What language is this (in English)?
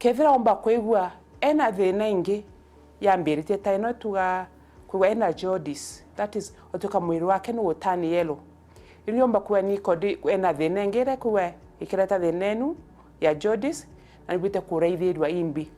Meru